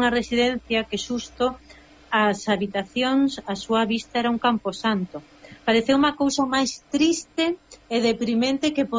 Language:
Galician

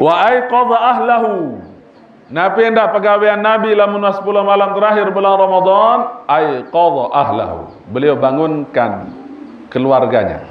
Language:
Sasak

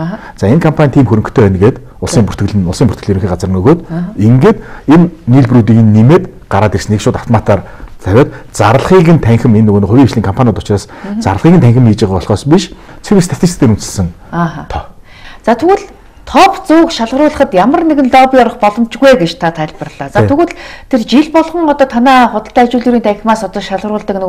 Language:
Mongolian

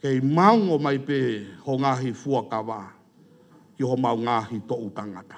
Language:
Tongan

